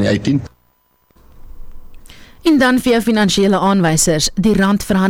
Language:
Afrikaans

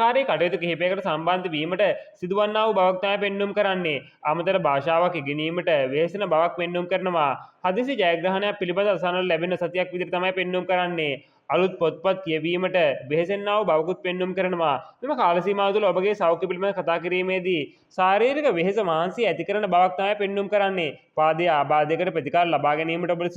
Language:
Sinhala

